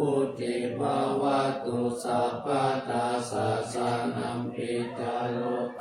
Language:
Pali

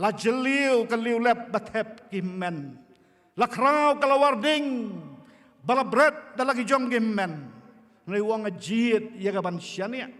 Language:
Khasi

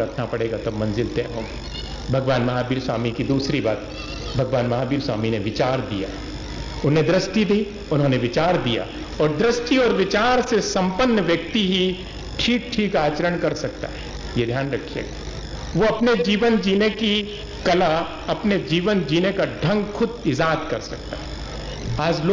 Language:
Hindi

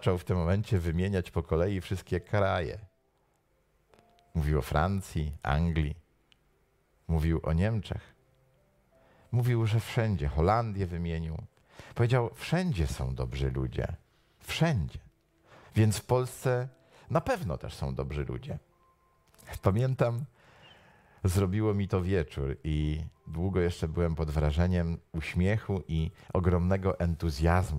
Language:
Polish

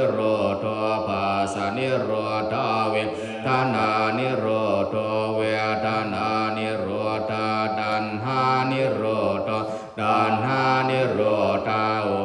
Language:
Pali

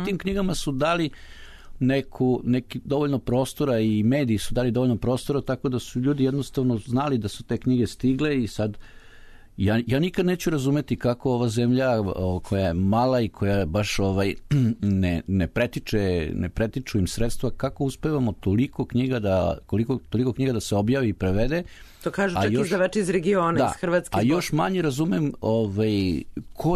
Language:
Serbian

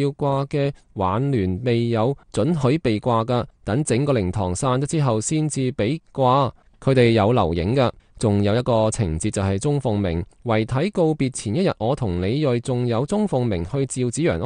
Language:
Cantonese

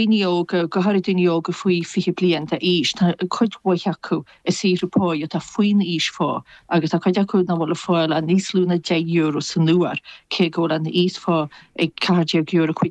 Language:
Irish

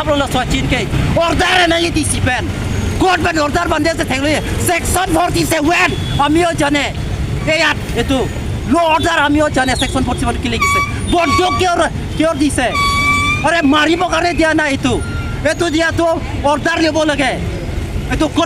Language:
Karbi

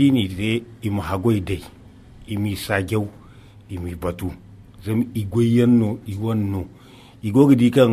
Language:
Zarma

